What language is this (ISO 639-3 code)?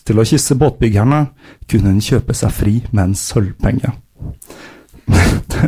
nor